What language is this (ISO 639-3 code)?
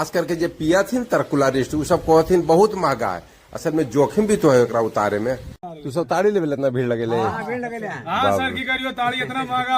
mag